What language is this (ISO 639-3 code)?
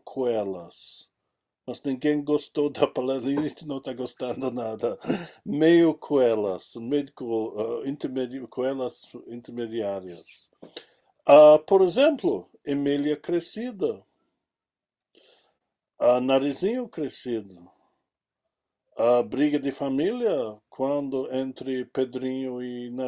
por